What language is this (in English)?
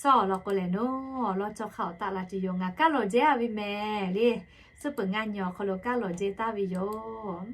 Lahu